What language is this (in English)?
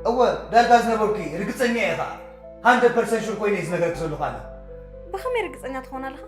Tigrinya